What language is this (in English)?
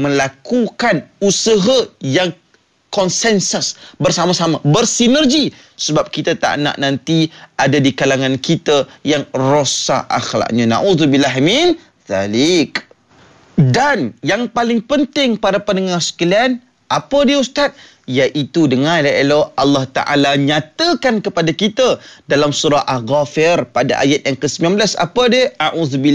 Malay